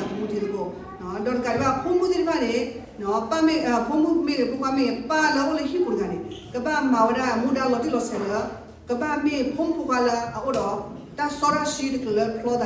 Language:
S'gaw Karen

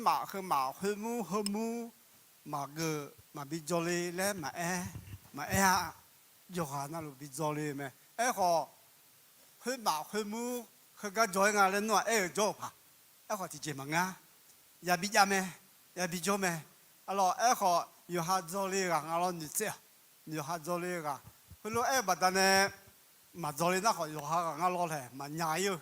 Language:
Akha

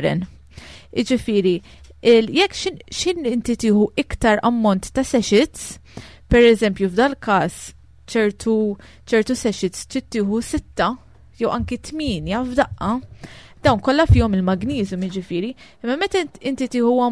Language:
Maltese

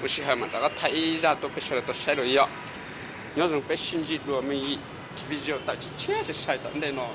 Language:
Hmong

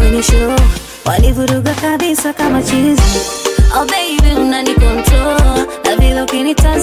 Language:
Swahili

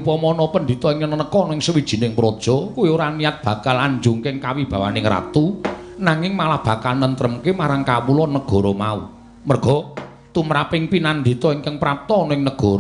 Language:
Javanese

